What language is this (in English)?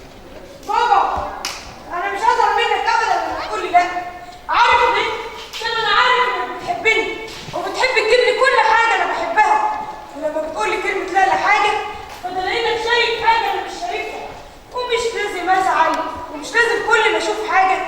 Egyptian Arabic